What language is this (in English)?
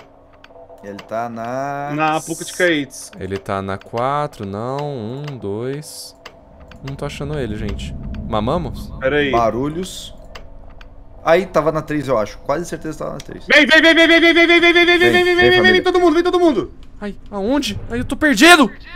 Portuguese